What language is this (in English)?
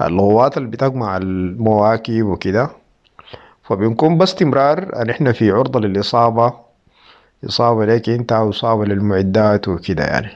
Sudanese Arabic